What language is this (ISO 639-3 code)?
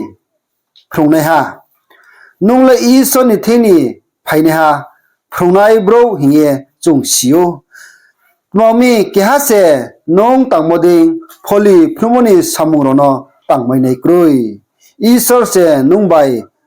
ria